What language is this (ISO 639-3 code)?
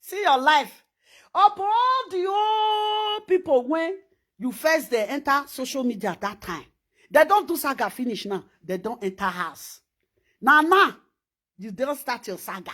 pcm